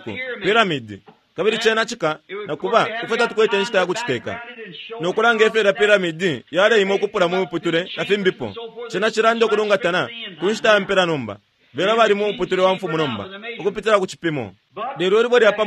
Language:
Bemba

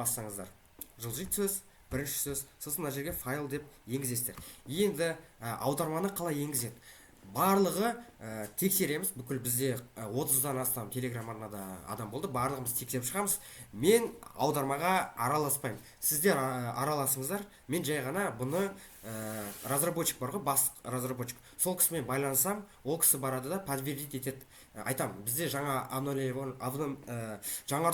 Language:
Kazakh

